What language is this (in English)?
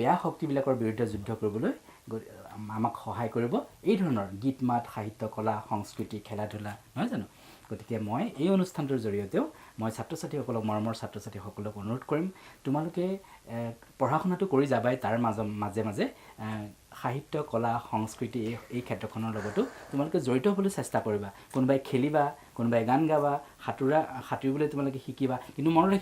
Assamese